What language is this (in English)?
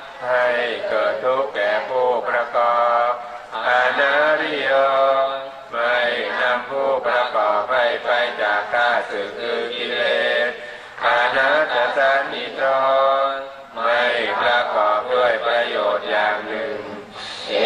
Thai